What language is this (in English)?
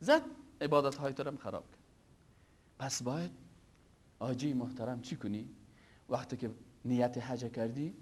Persian